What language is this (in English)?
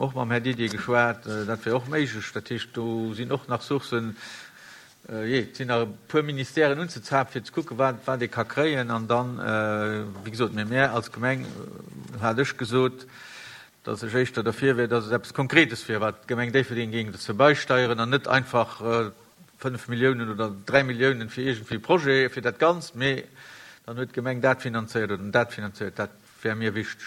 Luxembourgish